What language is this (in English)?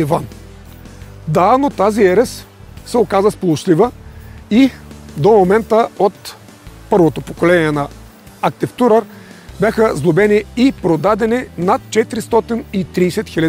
Bulgarian